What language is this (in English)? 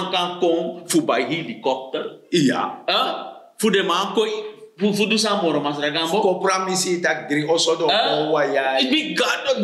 Sranan Tongo